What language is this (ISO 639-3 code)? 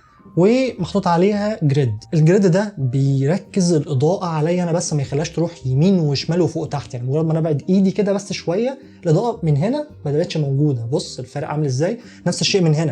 arz